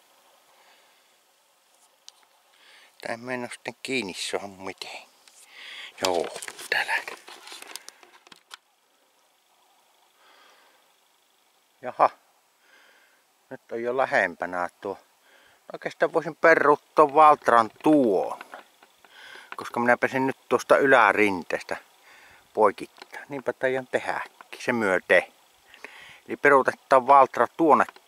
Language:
Finnish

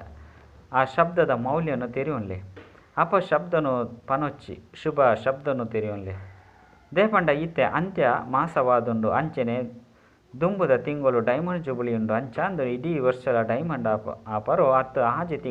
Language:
Tulu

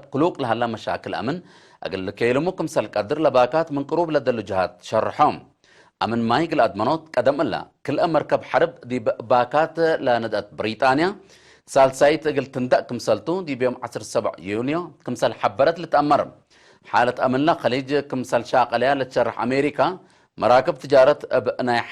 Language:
Tigre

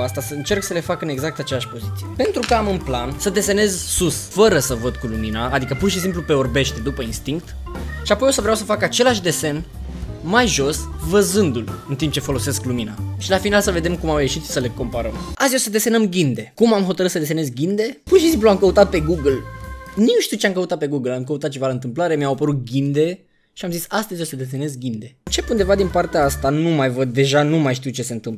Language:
Romanian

